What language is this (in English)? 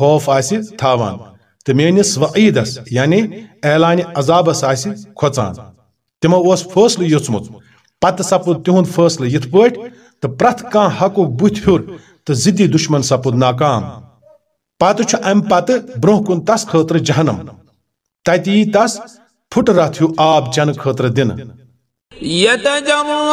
Kashmiri